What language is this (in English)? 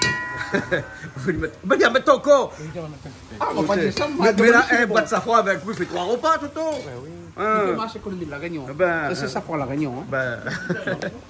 Réunion Creole French